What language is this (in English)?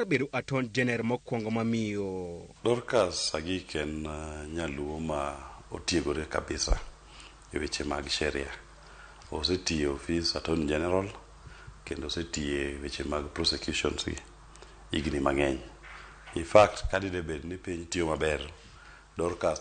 Luo (Kenya and Tanzania)